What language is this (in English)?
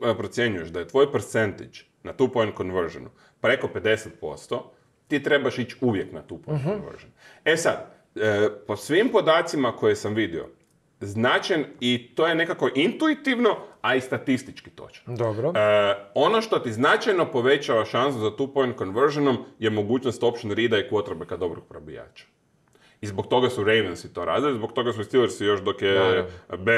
Croatian